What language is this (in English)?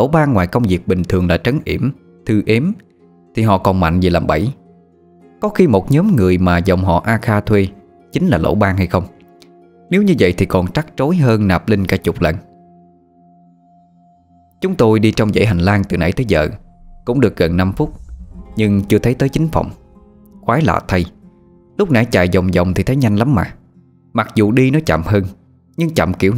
Vietnamese